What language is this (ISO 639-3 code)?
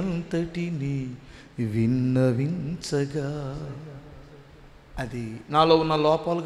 tel